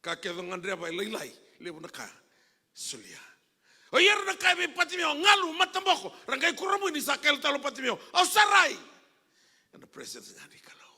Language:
Fijian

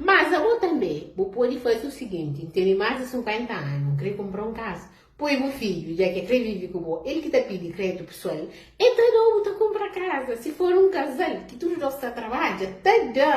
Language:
Kabuverdianu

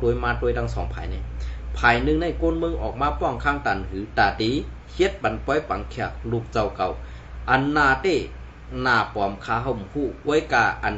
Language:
Shan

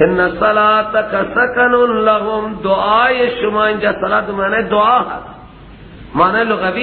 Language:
Persian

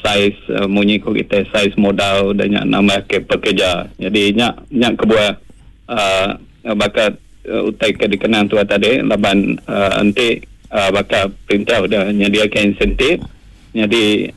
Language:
Iban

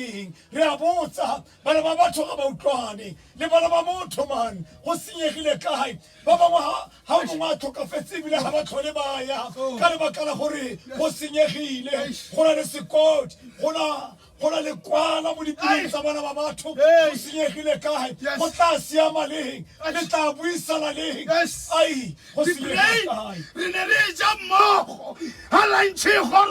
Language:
Tswana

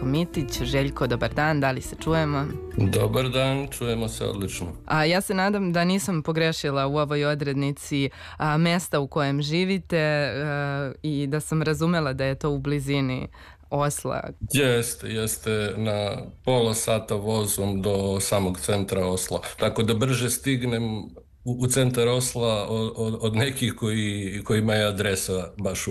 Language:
Serbian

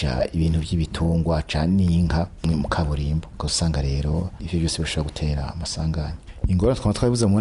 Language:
Rundi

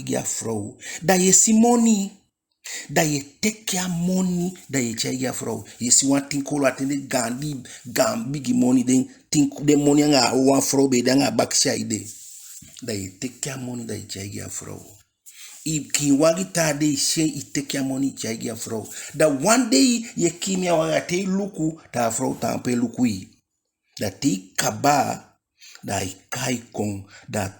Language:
Eastern Maroon Creole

